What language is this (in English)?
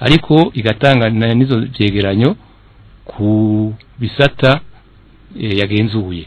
Rundi